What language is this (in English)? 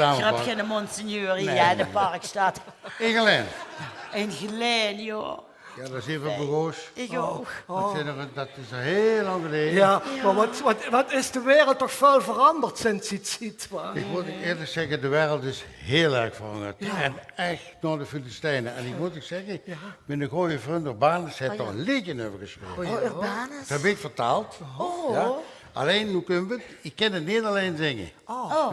Limburgish